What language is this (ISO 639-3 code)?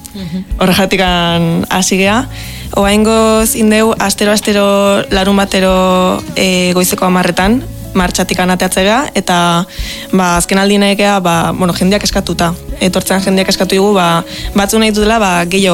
eus